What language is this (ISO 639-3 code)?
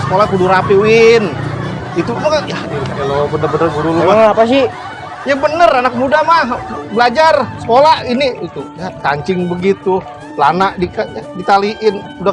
bew